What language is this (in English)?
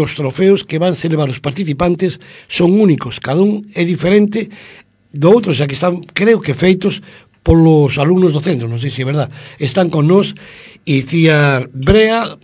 Galician